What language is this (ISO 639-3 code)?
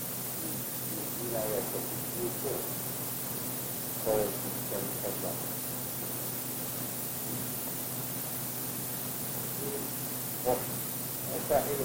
ben